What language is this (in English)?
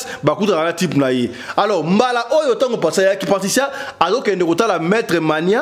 Lingala